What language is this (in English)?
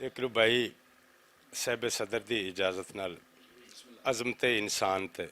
Western Panjabi